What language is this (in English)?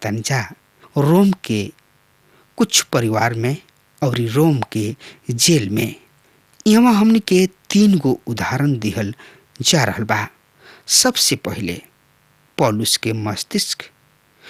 Bhojpuri